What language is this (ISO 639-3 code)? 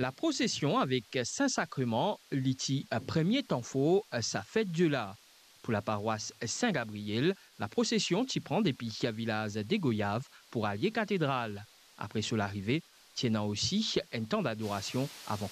mfe